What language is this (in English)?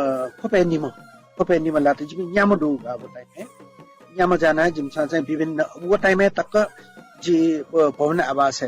Newari